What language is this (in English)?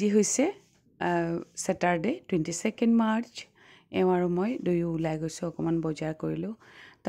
Assamese